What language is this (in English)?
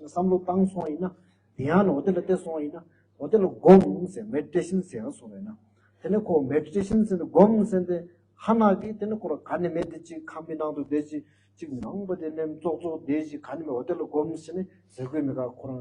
Tibetan